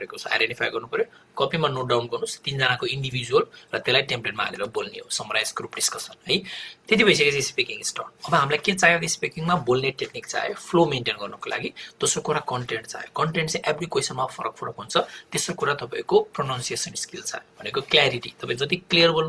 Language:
Nepali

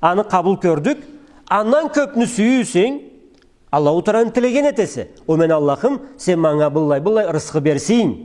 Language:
Karachay-Balkar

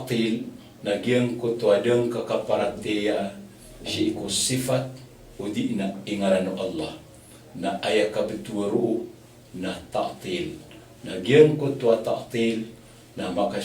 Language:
Maranao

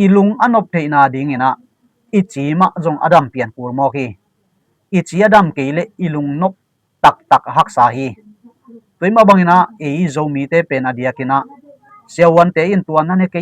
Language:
Tedim Chin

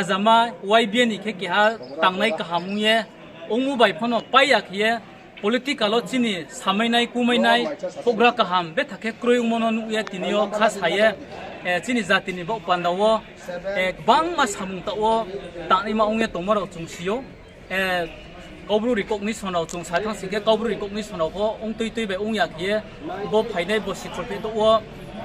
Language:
Riang (India)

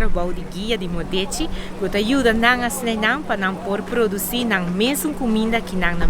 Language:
Papiamento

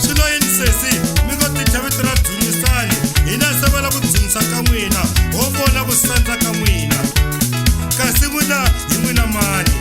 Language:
Tsonga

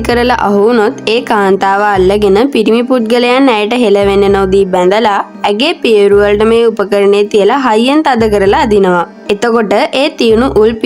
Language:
Sinhala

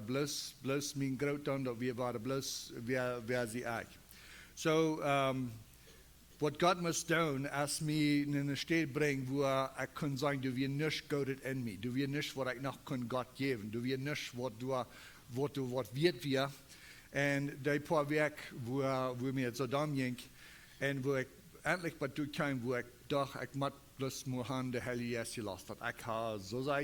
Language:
Plautdietsch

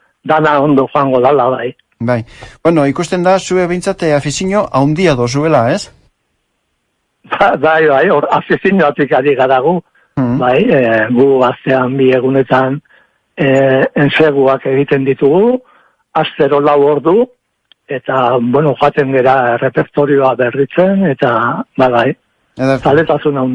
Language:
Basque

